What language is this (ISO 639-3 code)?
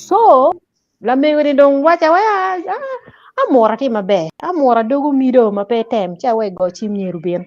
ach